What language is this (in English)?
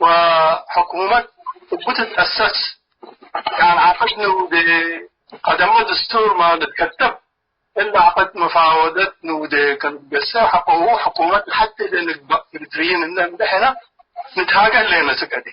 Tigre